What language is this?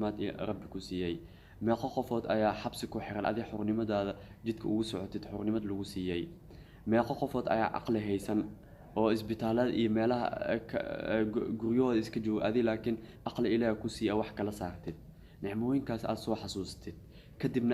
Somali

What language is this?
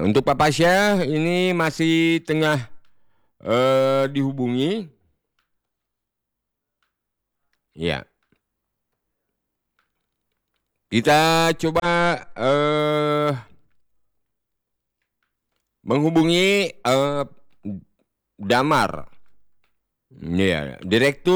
Indonesian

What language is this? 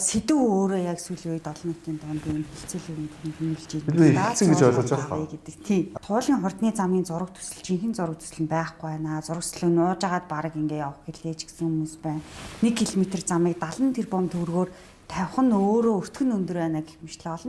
Mongolian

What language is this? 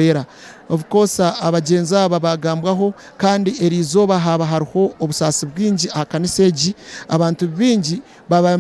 Nyankole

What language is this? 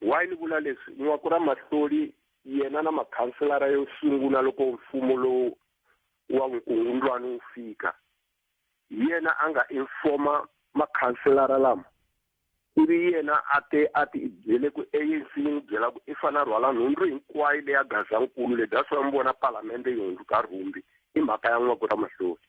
Tsonga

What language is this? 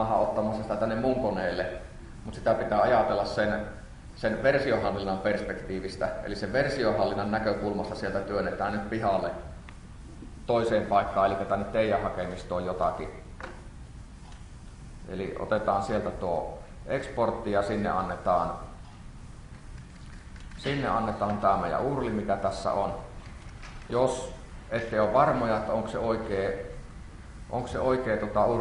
Finnish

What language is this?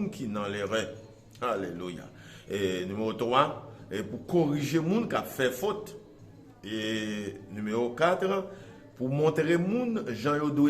Haitian Creole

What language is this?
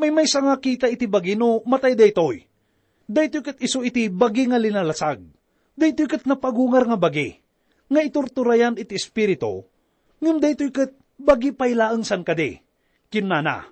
Iloko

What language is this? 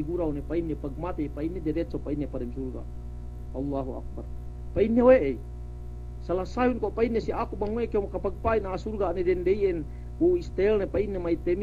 Yakan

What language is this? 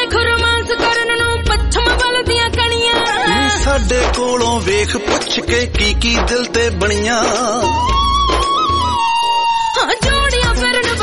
Punjabi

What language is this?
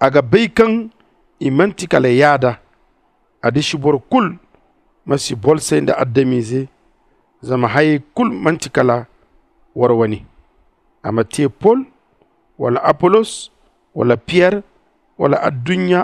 Zarma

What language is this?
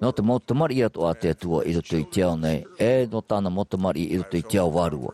Tahitian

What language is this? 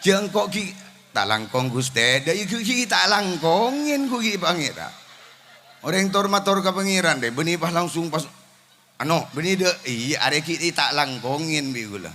Madurese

